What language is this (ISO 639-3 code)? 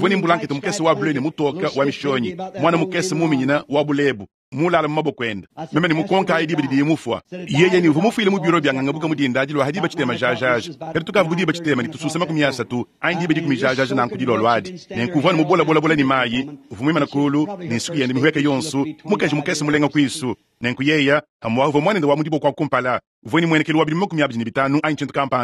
lua